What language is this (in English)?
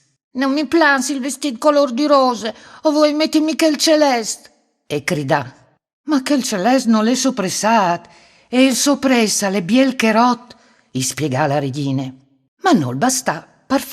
Friulian